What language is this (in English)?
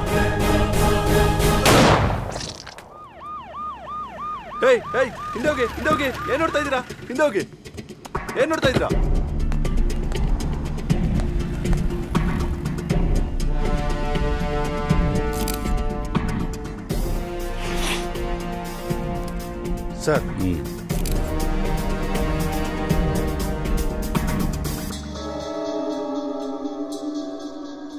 Kannada